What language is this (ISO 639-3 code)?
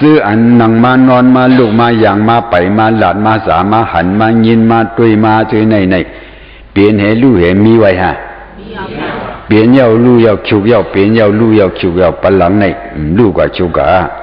shn